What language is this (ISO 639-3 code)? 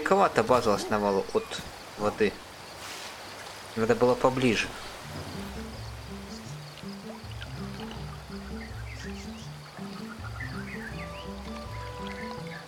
rus